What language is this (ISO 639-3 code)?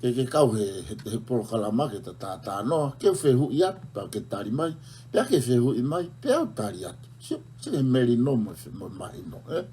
ton